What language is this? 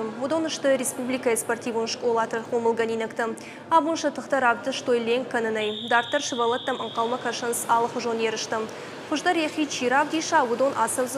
Ossetic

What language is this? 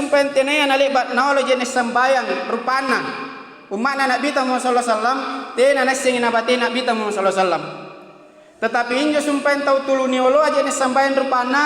Makasar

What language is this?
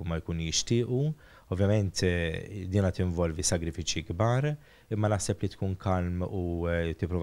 Maltese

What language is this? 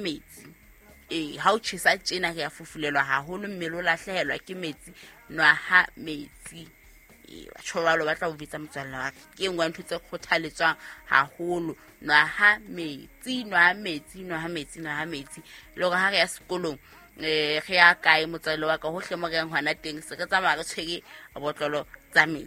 Southern Sotho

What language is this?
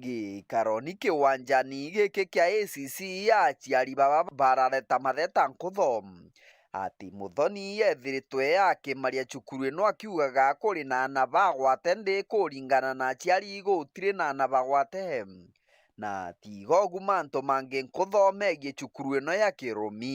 Meru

